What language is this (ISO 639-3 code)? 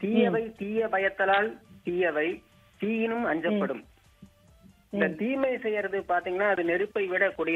tam